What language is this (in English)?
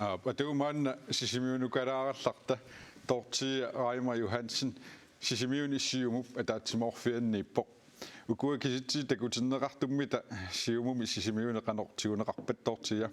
Kalaallisut